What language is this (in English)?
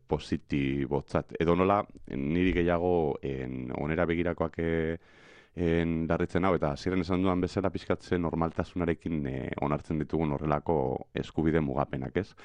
Basque